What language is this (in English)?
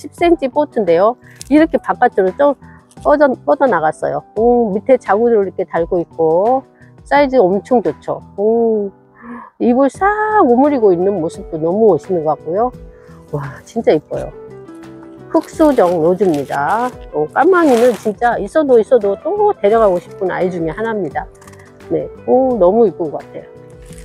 Korean